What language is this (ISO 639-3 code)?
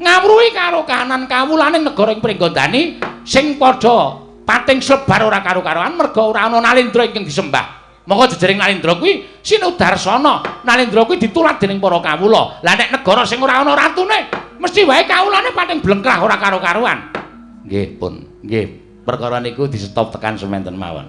jav